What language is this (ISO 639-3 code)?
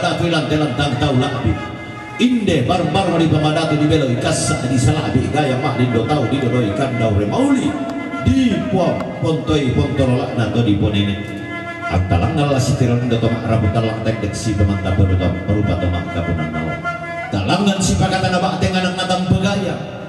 sda